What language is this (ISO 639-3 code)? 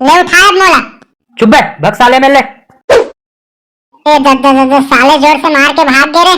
hne